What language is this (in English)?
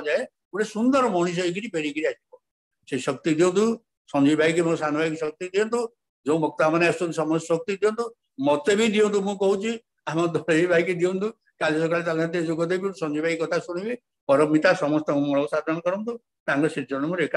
Odia